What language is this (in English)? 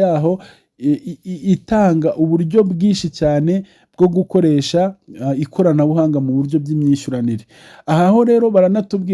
Kinyarwanda